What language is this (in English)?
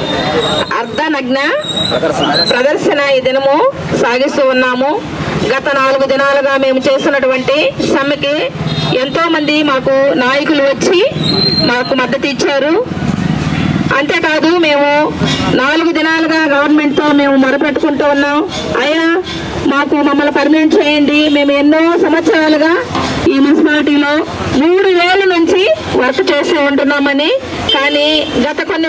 Telugu